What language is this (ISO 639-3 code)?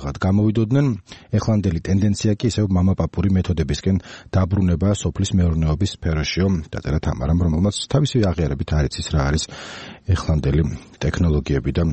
kat